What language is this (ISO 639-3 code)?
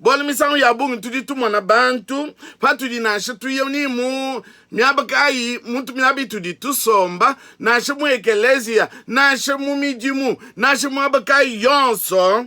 lua